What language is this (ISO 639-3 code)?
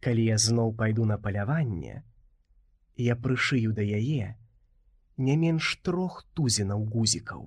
bel